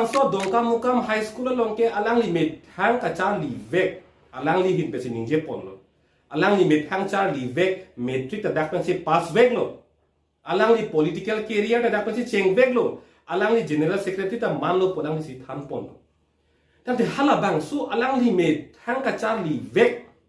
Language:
Karbi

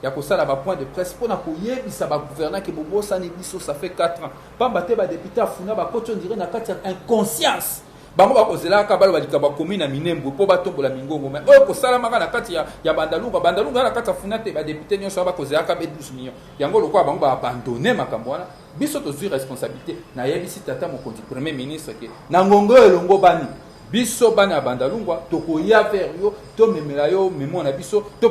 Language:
Lingala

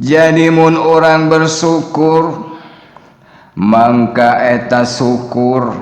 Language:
Sundanese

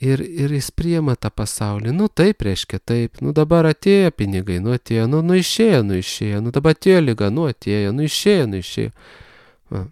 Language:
Lithuanian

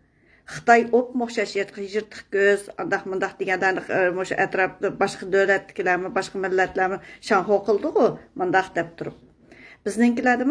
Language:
Uyghur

